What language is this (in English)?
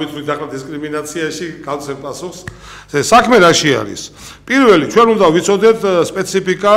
Georgian